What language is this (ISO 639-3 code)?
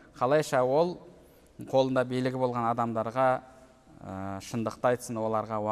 kaz